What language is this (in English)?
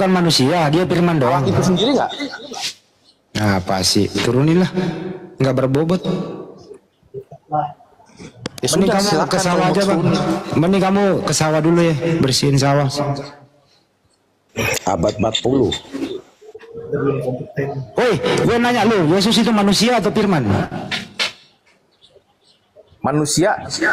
Indonesian